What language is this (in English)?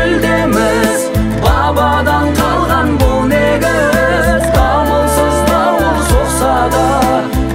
Kazakh